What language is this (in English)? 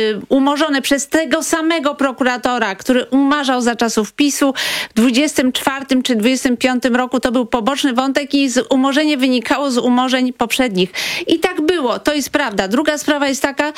Polish